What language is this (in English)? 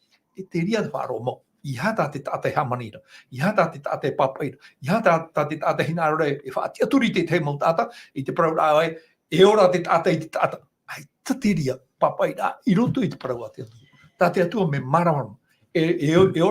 Tahitian